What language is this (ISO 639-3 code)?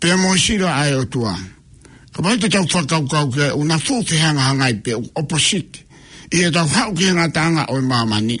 ton